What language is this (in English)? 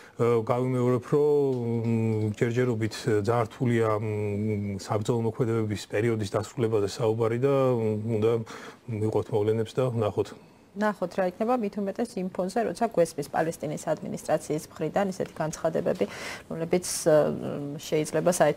Georgian